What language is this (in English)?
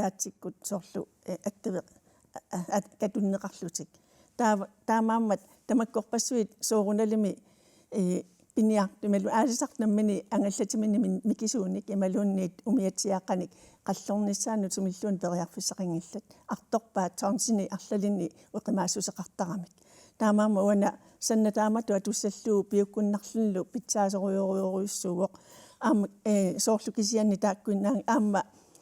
Kalaallisut